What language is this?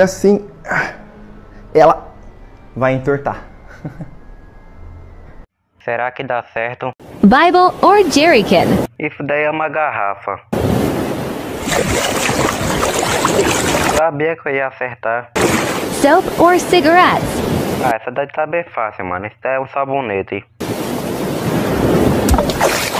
Portuguese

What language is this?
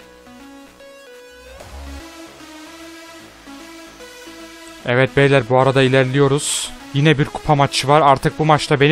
Turkish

